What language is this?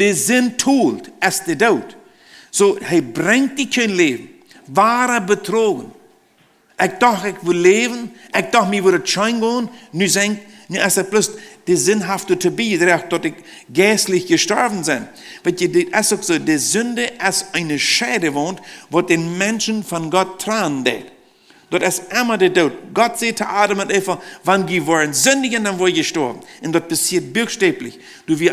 Plautdietsch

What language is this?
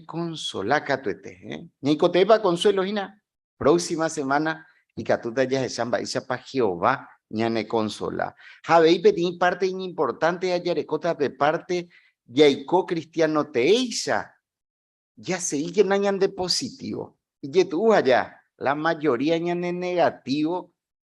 Guarani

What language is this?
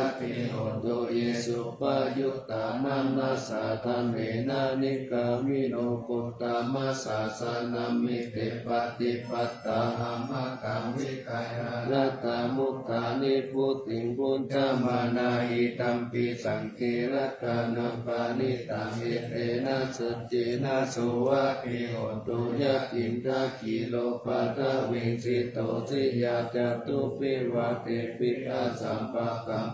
Pali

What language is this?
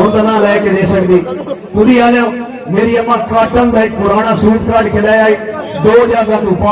Saraiki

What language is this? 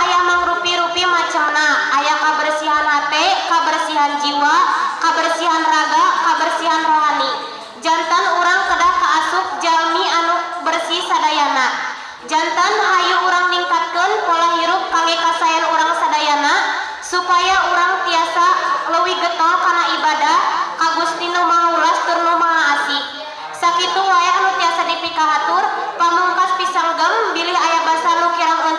Sundanese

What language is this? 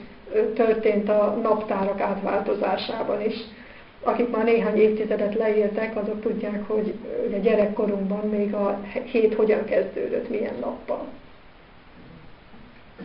Hungarian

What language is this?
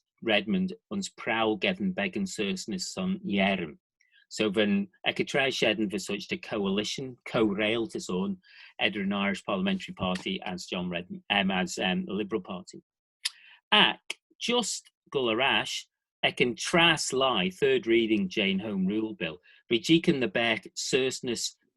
Manx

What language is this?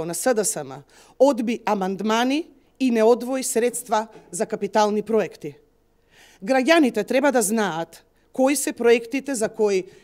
Macedonian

